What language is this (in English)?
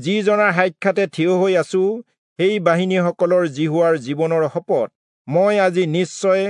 Assamese